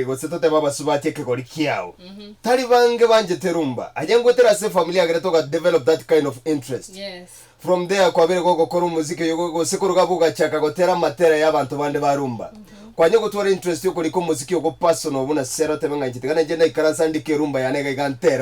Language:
Gusii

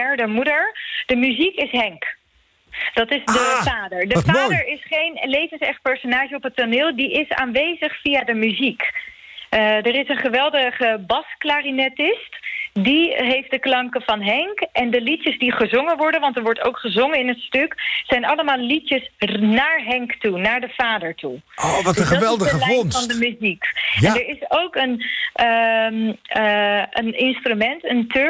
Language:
Dutch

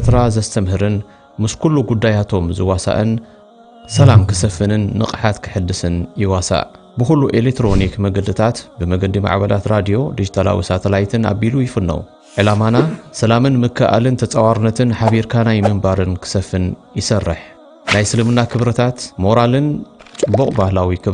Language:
Tigrinya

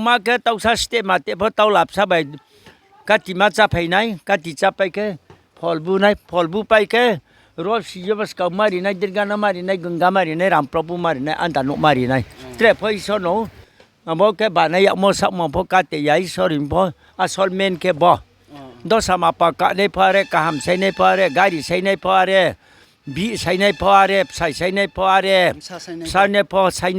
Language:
Riang (India)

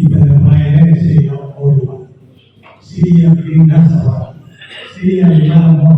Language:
Tetum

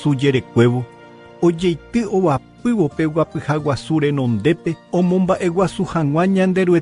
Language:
Guarani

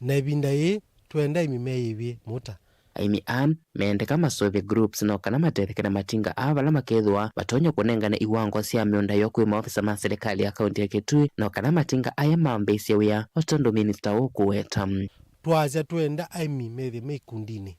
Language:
Kamba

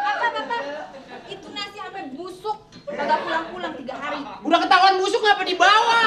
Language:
Betawi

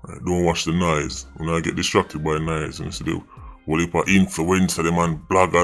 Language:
Jamaican Creole English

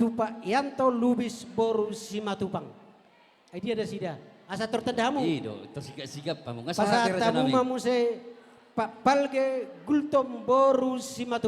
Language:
Batak Toba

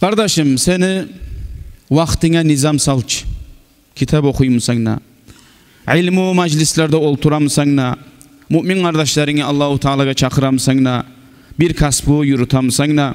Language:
Kumyk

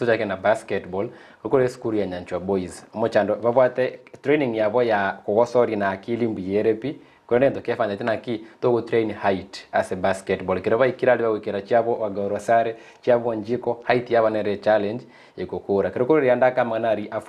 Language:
Gusii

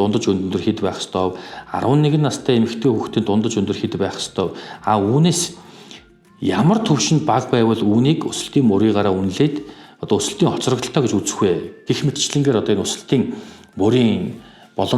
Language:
Mongolian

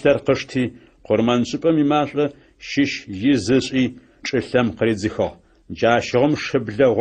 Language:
Adyghe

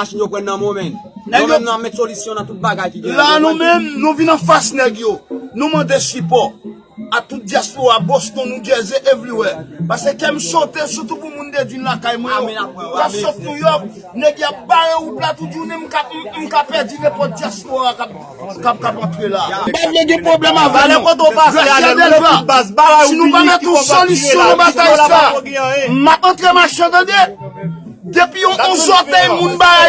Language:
Haitian Creole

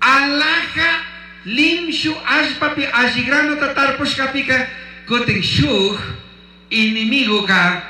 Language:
Chimborazo Highland Quichua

